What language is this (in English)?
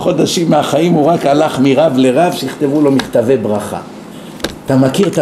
Hebrew